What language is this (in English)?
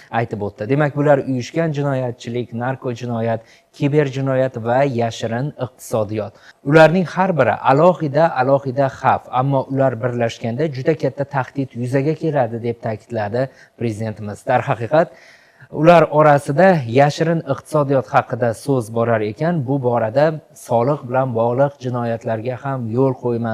Uzbek